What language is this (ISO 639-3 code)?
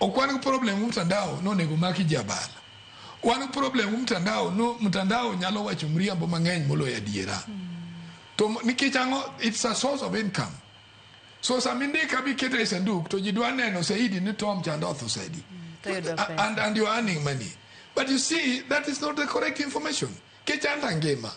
luo